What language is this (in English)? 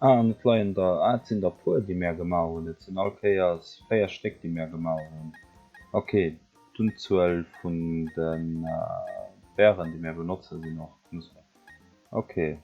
Luxembourgish